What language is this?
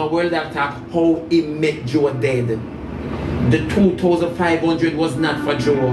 Jamaican Creole English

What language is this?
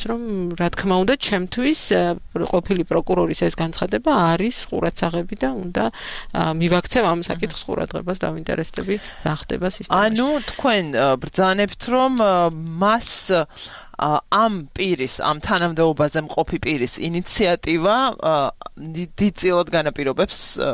Georgian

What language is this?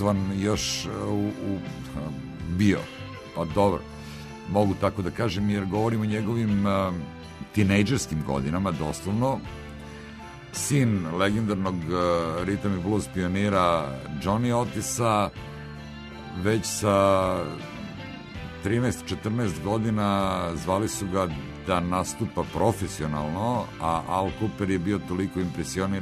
Serbian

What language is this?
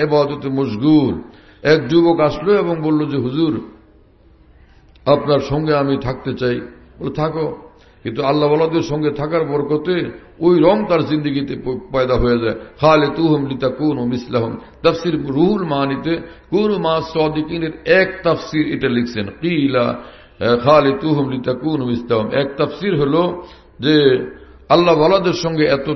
Bangla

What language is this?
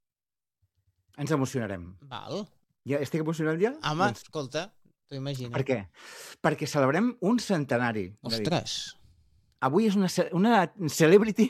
Catalan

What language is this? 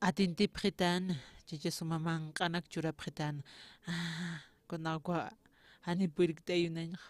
Aymara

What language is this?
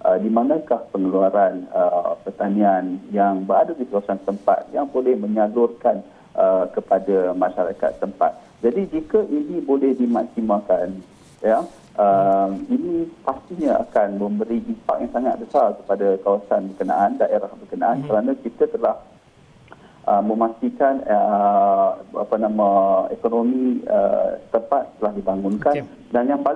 Malay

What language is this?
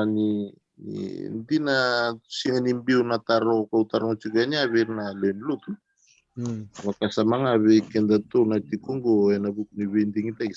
Fijian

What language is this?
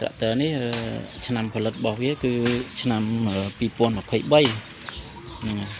Khmer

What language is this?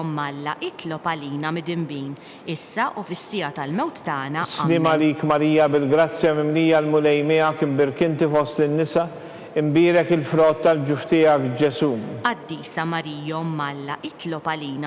Maltese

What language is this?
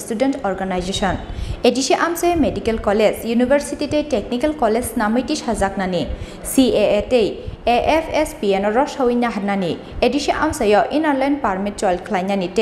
Kok Borok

